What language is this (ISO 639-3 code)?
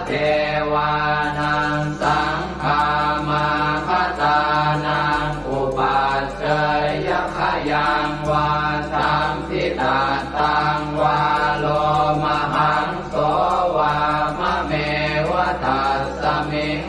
pli